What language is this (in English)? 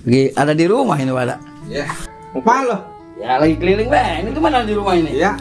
Betawi